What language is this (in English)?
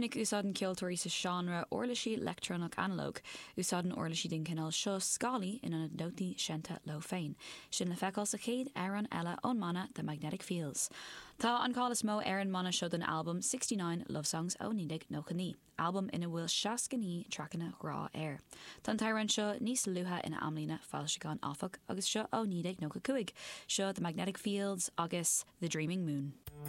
Irish